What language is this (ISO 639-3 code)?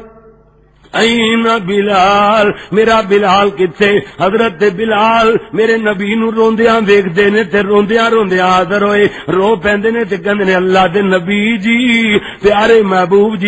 lah